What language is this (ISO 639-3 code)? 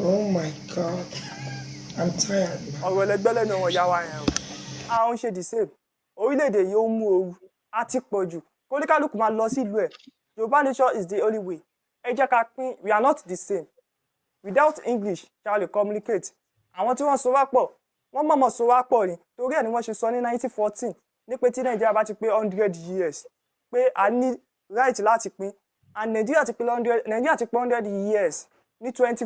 yor